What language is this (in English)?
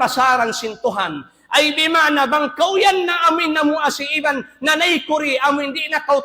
Tausug